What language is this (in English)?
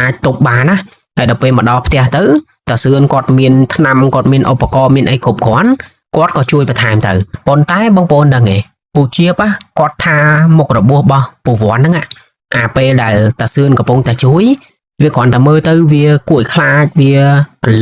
Khmer